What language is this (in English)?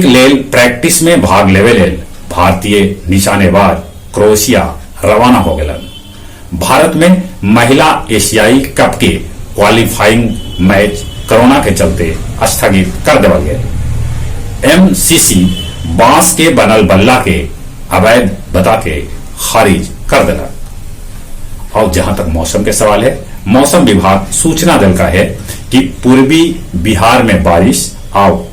Magahi